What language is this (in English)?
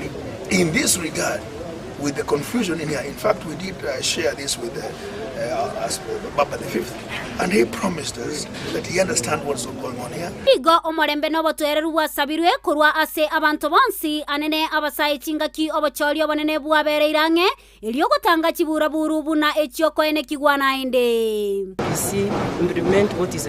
Gusii